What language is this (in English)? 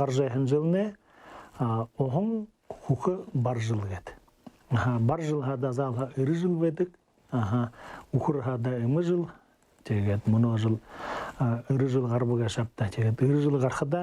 Buriat